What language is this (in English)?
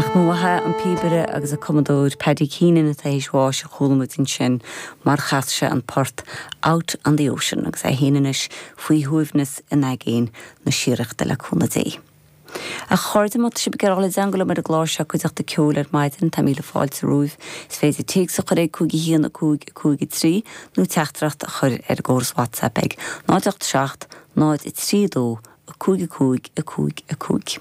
Irish